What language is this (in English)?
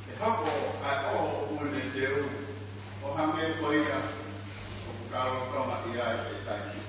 Tongan